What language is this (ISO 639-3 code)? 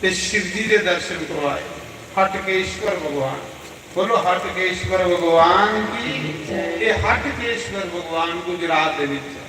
doi